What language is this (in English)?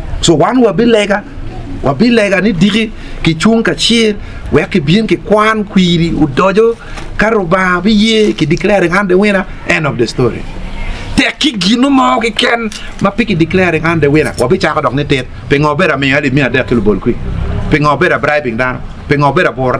Acoli